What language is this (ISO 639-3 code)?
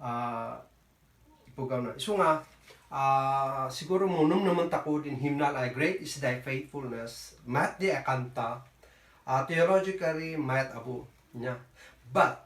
kne